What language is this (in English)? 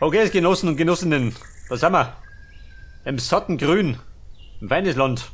Bavarian